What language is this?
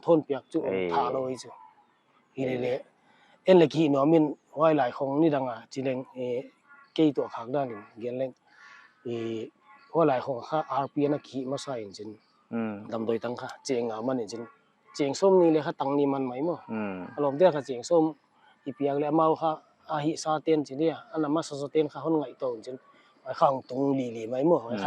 Paite Chin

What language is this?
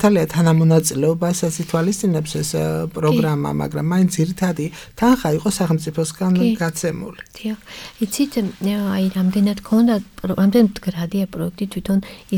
Georgian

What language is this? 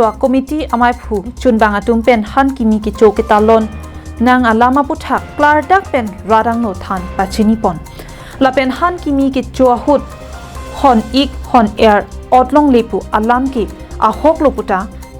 Karbi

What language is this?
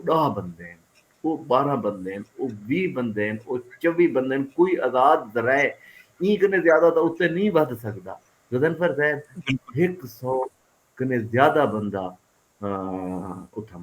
Saraiki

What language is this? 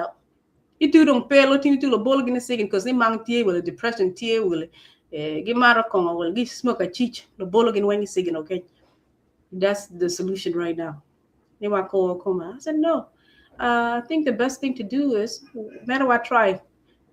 Acoli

